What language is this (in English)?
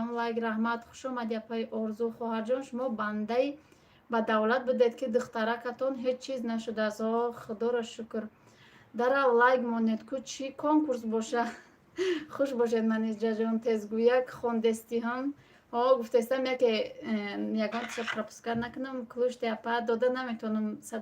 Tajik